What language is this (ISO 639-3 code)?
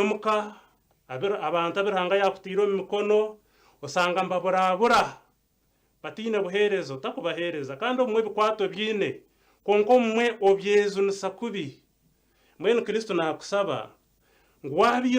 nyn